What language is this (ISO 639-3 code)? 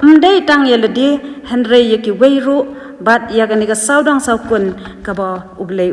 kha